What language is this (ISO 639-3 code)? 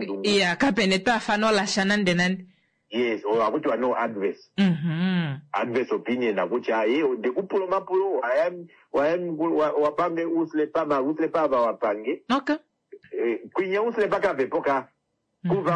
kua